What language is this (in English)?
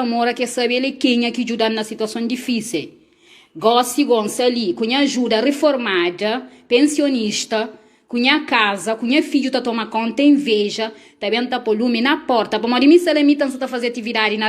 Kabuverdianu